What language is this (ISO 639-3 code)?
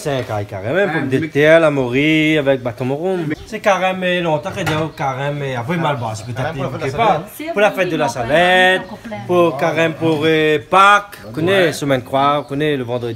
rcf